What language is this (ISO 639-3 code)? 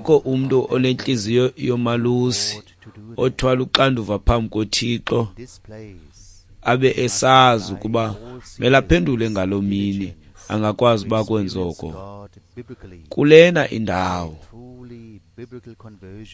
xho